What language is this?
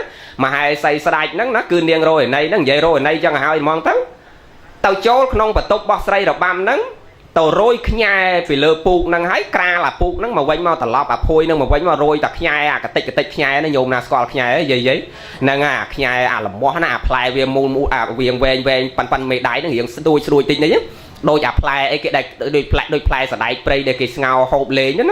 Khmer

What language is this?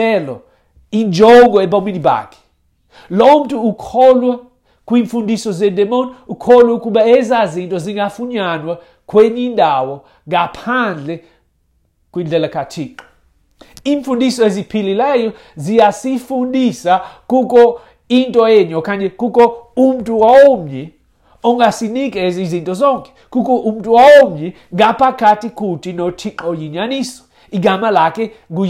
Xhosa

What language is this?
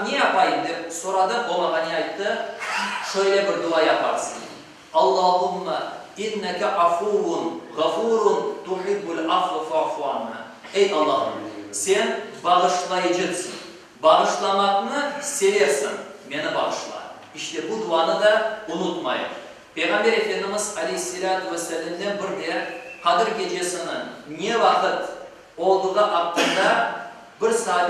Crimean Tatar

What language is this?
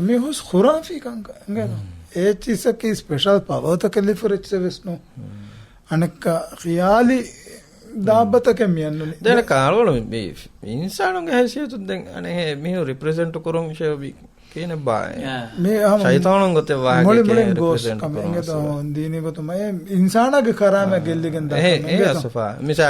Divehi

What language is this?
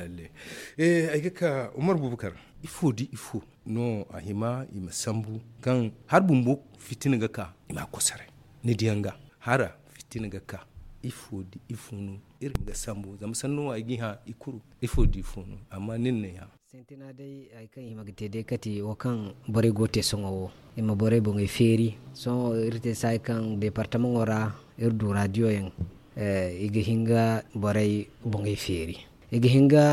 Zarma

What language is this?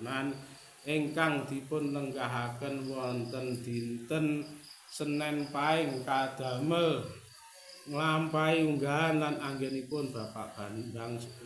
Javanese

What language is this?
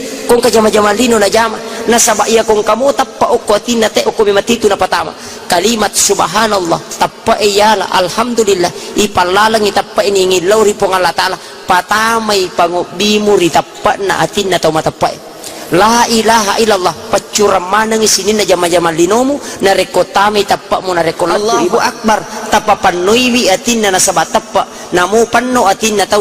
Buginese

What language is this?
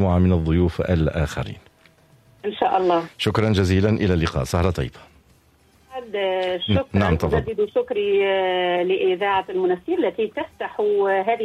Tunisian Arabic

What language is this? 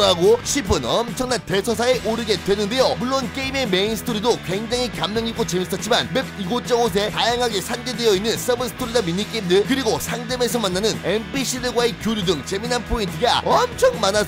Korean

